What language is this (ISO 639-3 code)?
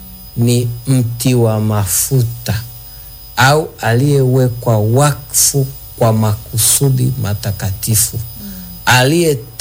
swa